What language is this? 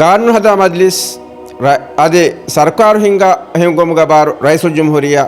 Divehi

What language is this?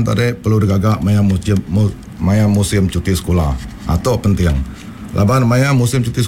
Iban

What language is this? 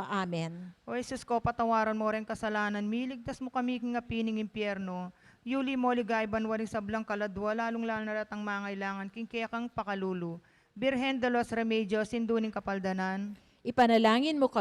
Pampanga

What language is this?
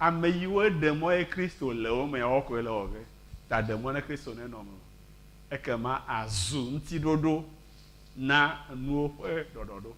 Ewe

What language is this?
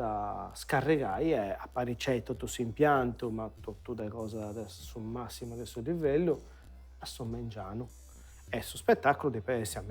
Sardinian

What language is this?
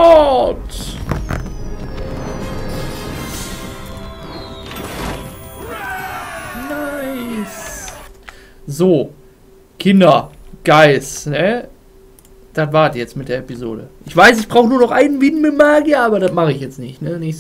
German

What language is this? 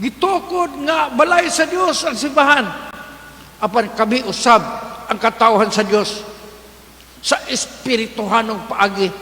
Cebuano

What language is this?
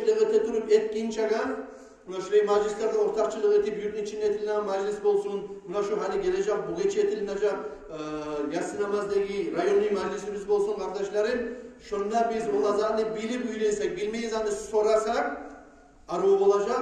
Kumyk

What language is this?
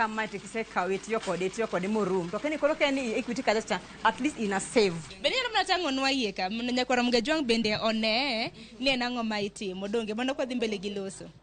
Luo (Kenya and Tanzania)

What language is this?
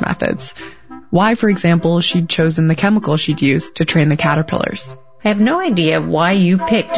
English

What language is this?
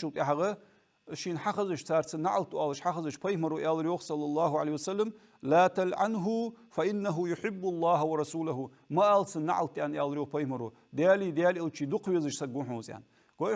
Ingush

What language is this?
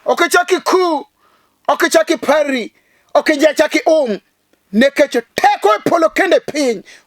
Luo (Kenya and Tanzania)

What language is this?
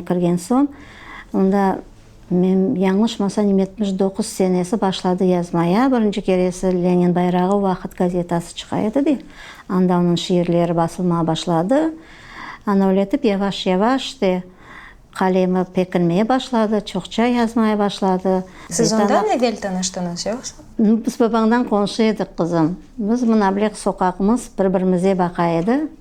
Crimean Tatar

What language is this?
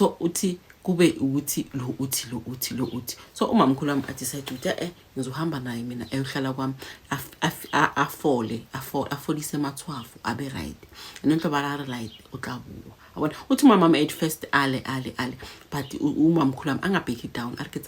Zulu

